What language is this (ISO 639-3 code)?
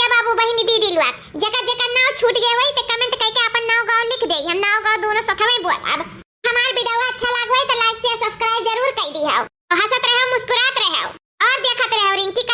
awa